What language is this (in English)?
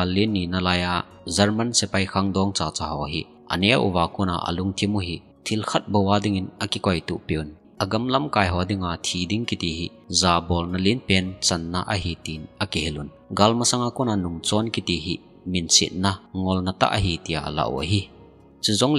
Thado Chin